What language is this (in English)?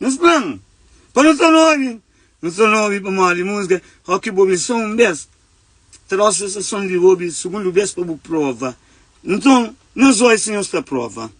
Kabuverdianu